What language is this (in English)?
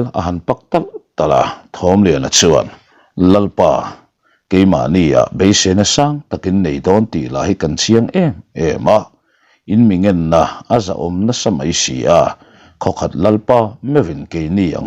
Mizo